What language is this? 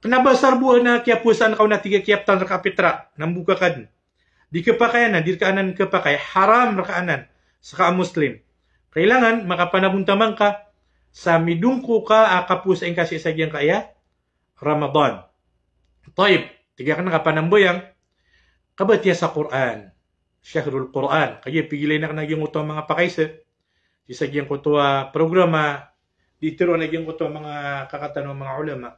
Maranao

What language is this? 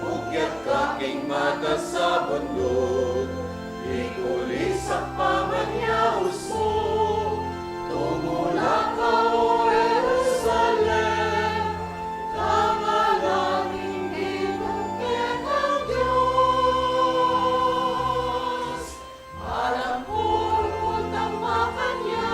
Pampanga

